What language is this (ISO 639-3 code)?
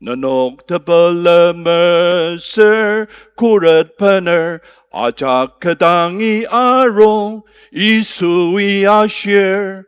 njo